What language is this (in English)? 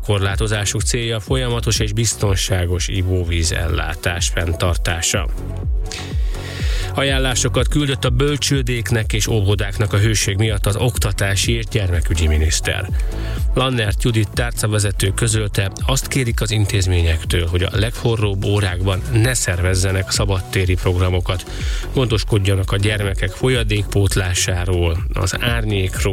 Hungarian